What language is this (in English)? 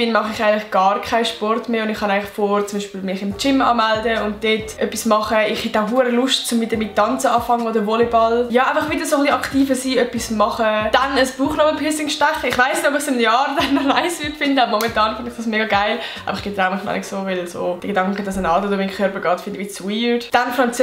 Swiss German